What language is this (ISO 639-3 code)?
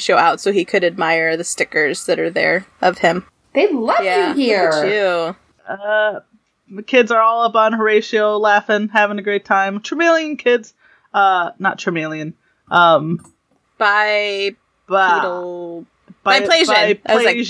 eng